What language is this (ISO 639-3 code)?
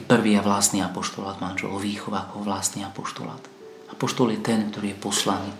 slk